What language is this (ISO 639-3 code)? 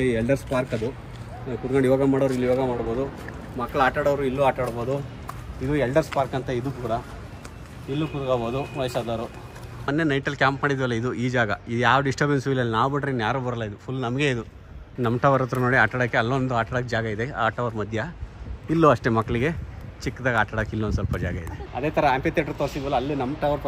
kan